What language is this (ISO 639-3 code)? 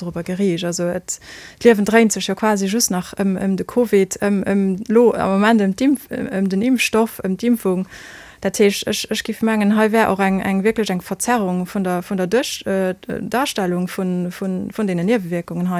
ltz